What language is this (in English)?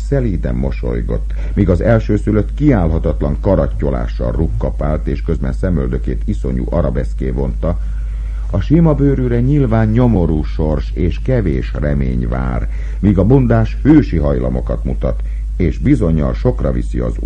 Hungarian